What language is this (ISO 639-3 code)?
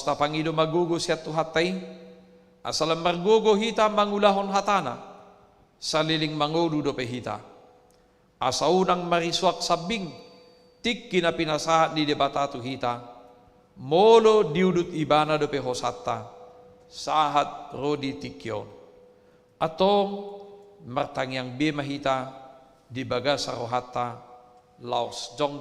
bbc